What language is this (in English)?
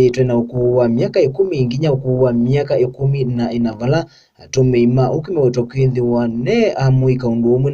Kamba